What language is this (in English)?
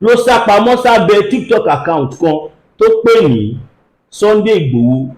Yoruba